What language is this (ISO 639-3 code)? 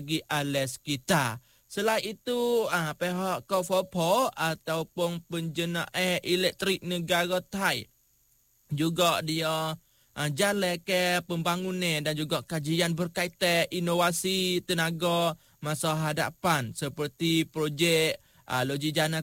msa